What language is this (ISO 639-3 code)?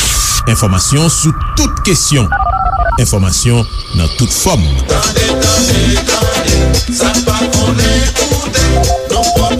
hat